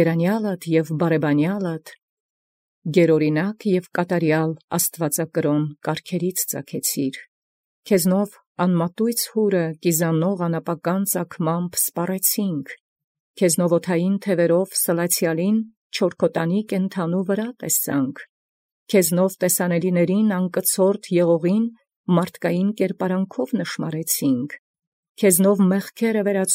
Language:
Armenian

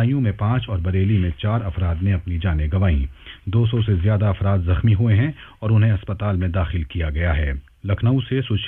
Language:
Urdu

